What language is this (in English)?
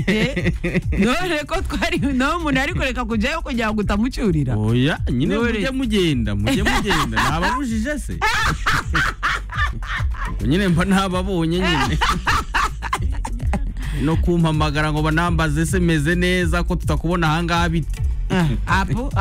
Kinyarwanda